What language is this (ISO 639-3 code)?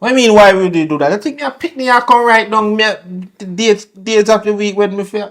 jam